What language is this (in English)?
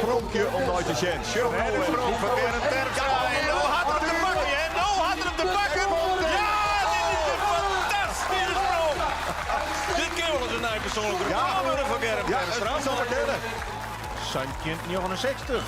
Western Frisian